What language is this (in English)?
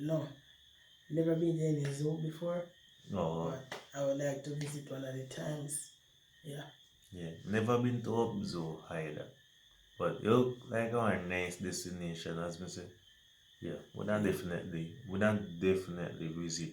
Jamaican Creole English